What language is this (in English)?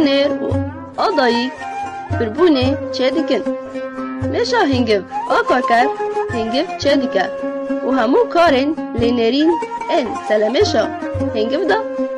Kurdish